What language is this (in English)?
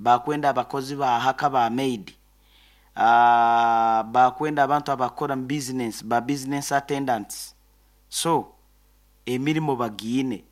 Nyoro